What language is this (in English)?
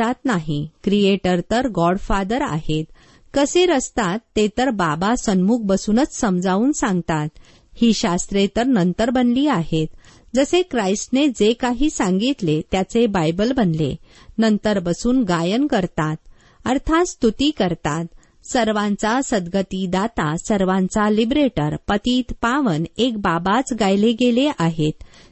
Marathi